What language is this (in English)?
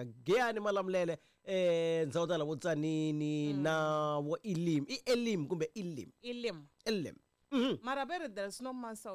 Tsonga